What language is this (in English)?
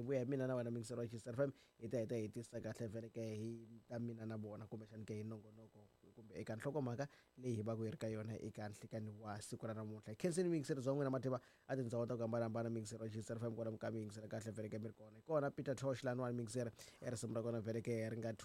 Tsonga